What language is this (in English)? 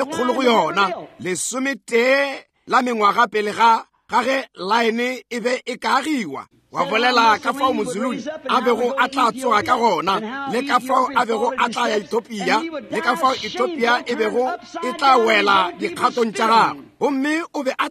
Northern Sotho